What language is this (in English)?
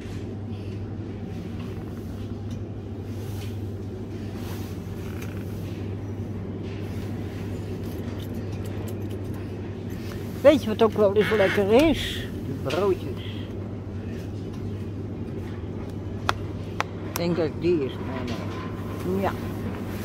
Dutch